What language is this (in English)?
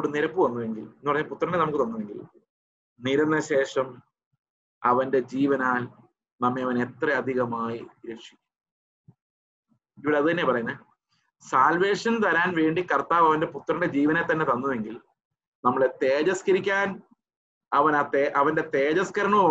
Malayalam